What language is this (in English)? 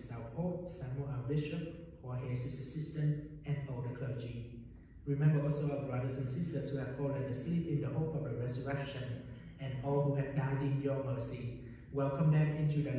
English